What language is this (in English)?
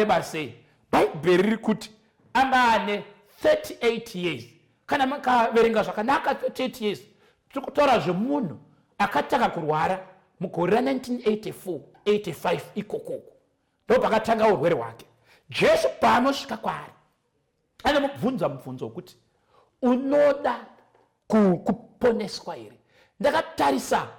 Shona